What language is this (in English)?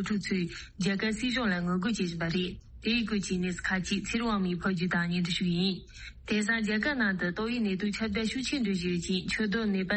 Tibetan